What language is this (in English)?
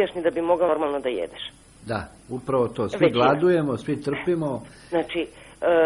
Serbian